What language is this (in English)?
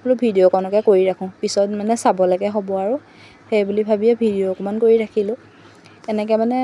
Assamese